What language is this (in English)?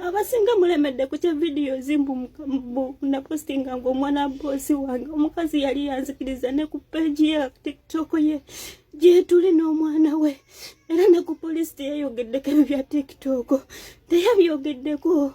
Ganda